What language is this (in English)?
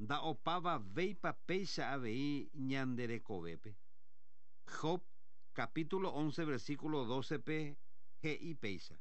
Guarani